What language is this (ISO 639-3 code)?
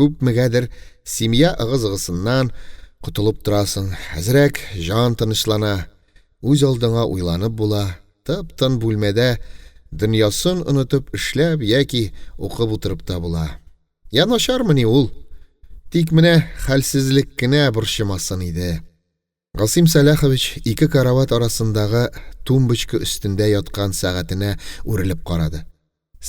tat